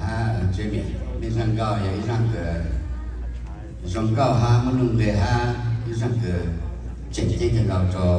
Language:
Hmong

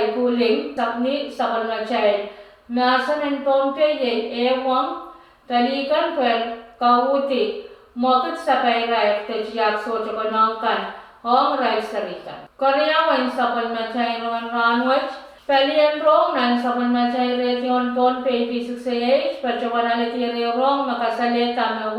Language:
Pohnpeian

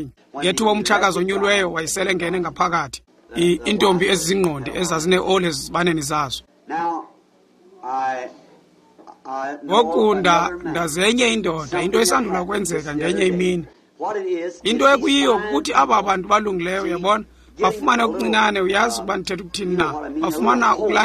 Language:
Xhosa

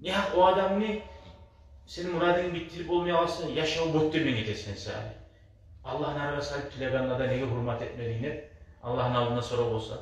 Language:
Kumyk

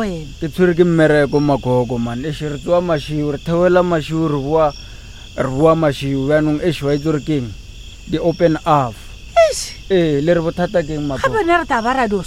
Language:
Northern Sotho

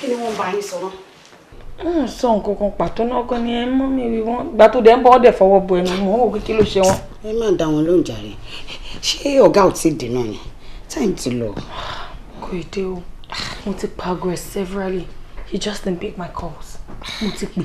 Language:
Yoruba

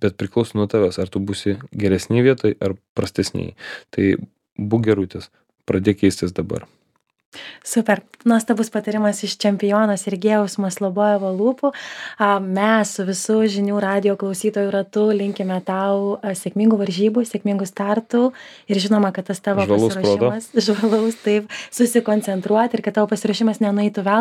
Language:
Lithuanian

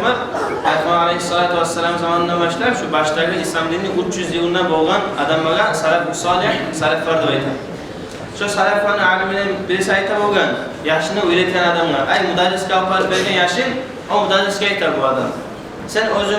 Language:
Kumyk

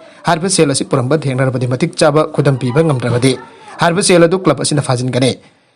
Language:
Manipuri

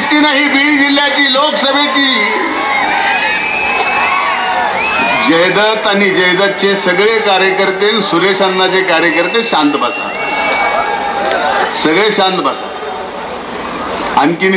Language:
Marathi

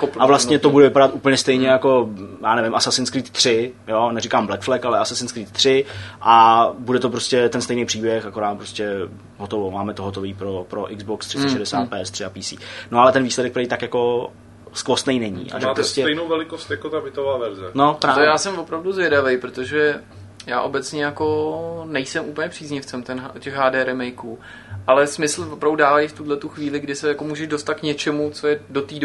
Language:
Czech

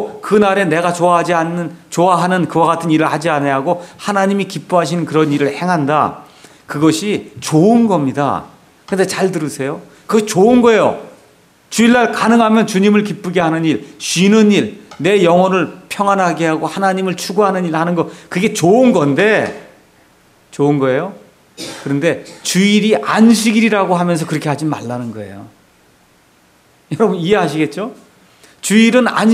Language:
Korean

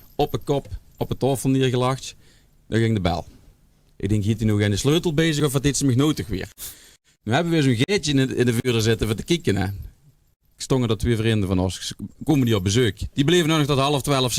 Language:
Limburgish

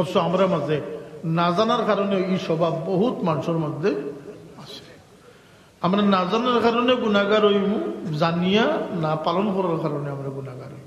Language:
Sylheti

